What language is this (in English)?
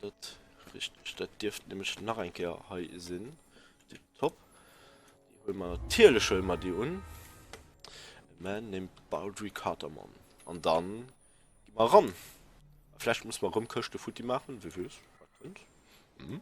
Luxembourgish